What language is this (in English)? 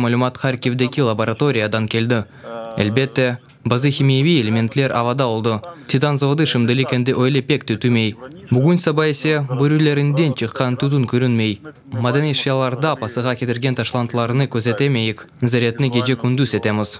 Crimean Tatar